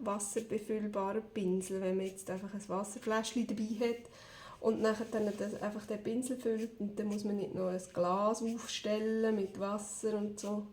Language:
Swiss German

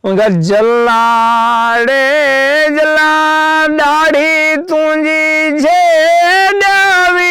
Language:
Saraiki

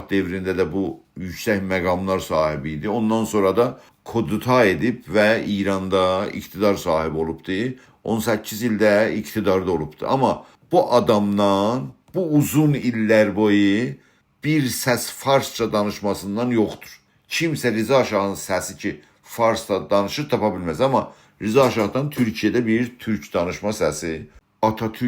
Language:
South Azerbaijani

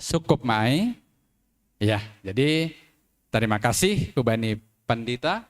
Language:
Batak Simalungun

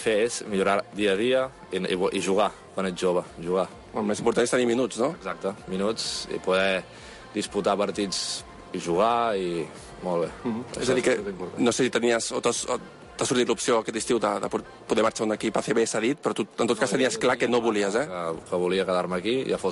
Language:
Catalan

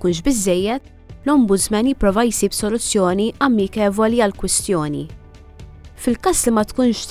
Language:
Maltese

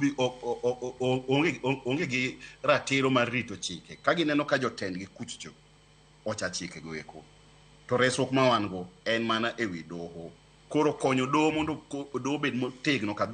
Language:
Luo (Kenya and Tanzania)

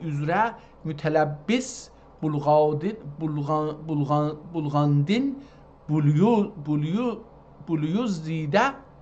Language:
South Azerbaijani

